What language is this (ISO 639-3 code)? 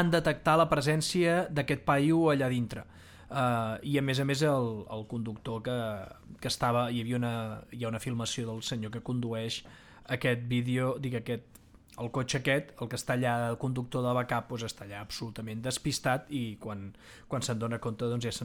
cat